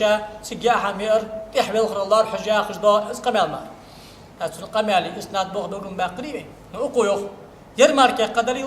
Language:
Ingush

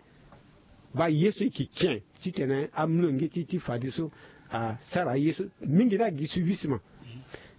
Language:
Sango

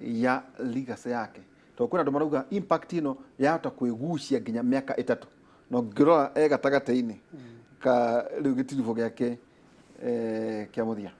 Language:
Kikuyu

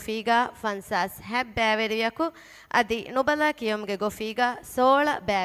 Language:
Divehi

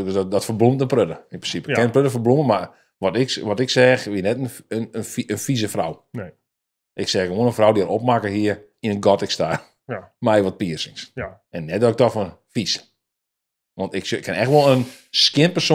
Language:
Western Frisian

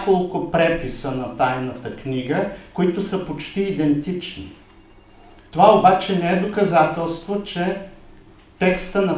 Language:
Bulgarian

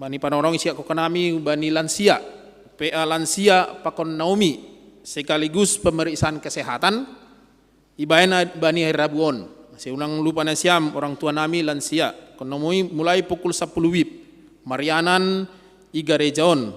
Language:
Batak Simalungun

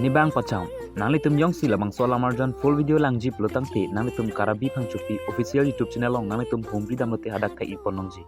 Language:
Karbi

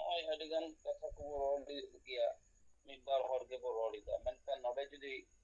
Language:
Santali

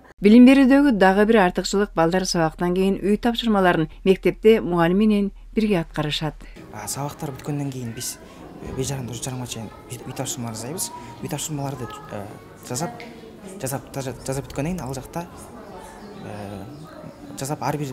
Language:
Kyrgyz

